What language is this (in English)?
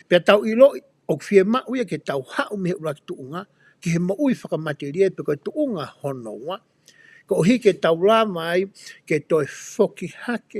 Tongan